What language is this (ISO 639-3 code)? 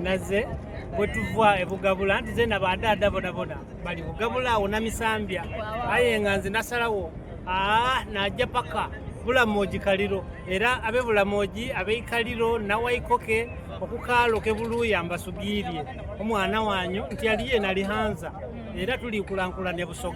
xog